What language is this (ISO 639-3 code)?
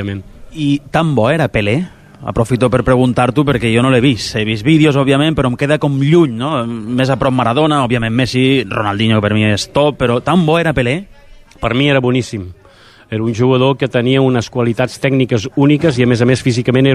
cat